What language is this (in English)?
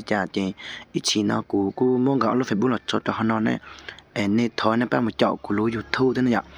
Hmong